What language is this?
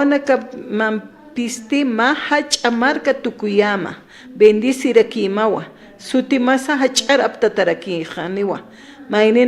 Aymara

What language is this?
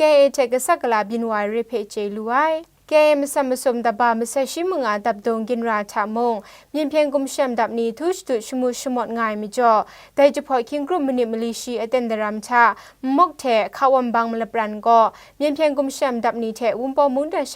Kachin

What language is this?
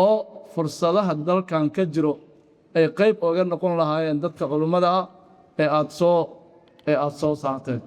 Somali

